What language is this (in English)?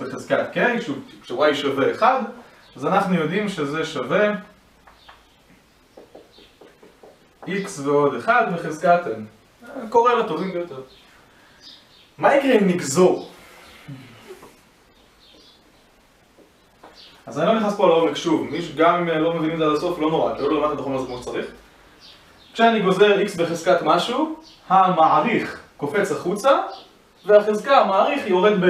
Hebrew